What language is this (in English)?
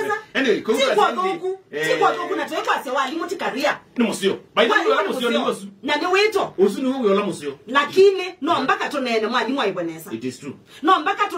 Kamba